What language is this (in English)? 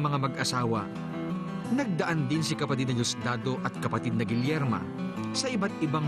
Filipino